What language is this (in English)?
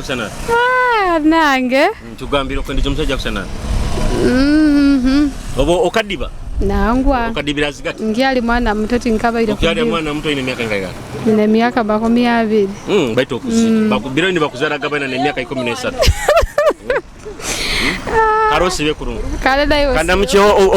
Nyoro